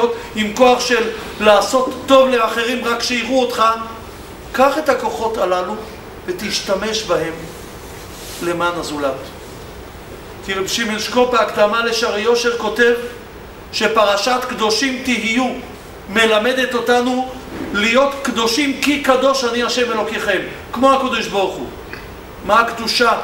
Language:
Hebrew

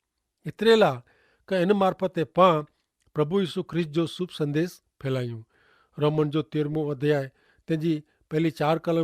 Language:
Kachhi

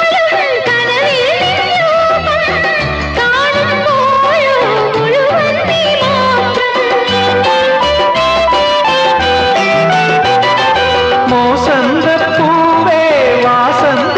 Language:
Malayalam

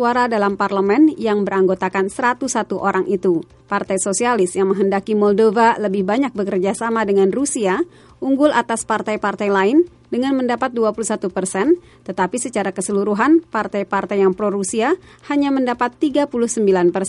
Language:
Indonesian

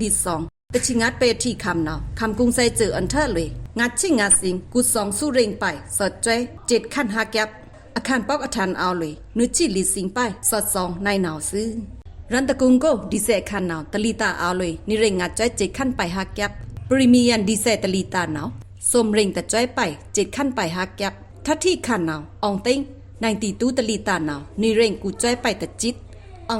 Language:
Pa'o Karen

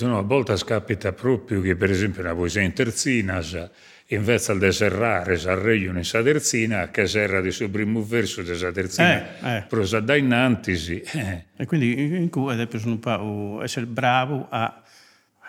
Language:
Sardinian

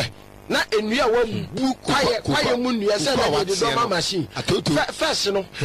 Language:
Akan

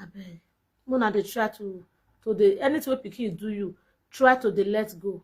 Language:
Nigerian Pidgin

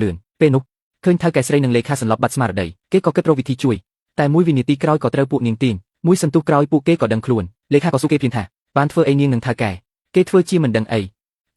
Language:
Khmer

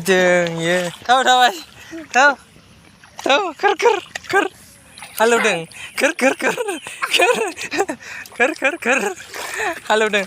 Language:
Bodo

